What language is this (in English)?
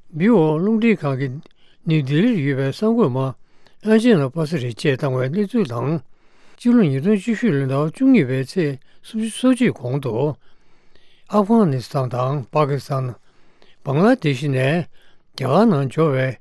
Tibetan